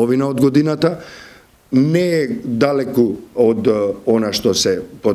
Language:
Macedonian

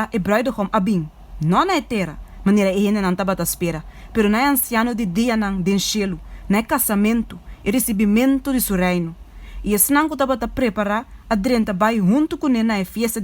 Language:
Papiamento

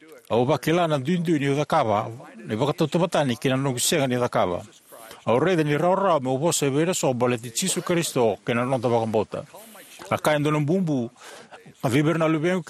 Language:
Fijian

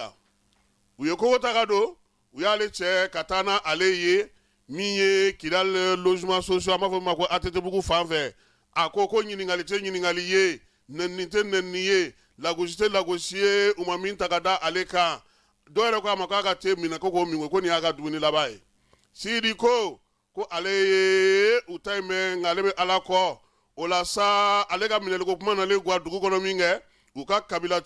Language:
Bambara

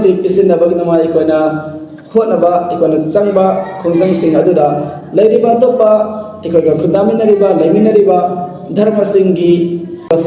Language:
Manipuri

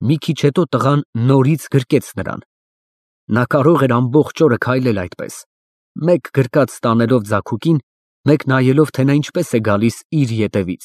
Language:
Armenian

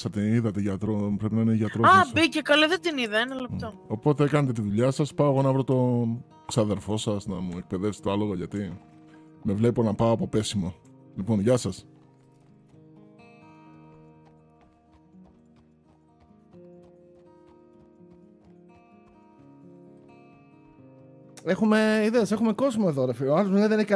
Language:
Greek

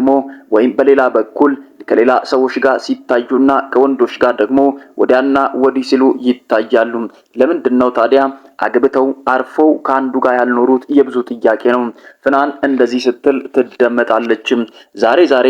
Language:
Amharic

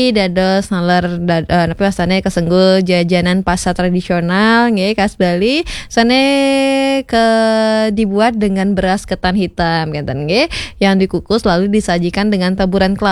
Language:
Balinese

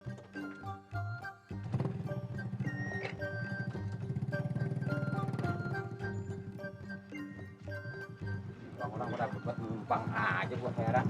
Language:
Betawi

